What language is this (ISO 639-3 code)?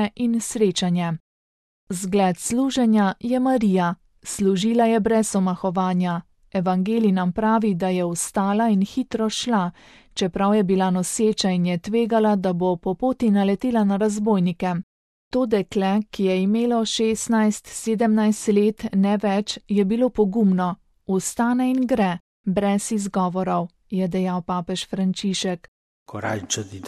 slv